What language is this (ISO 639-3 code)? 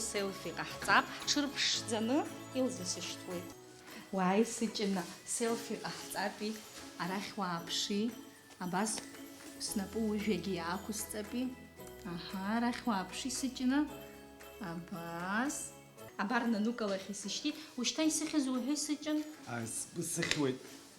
abk